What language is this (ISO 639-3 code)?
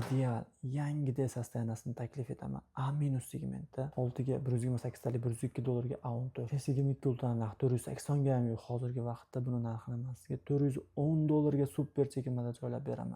uzb